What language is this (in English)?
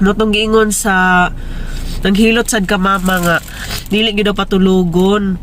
Cebuano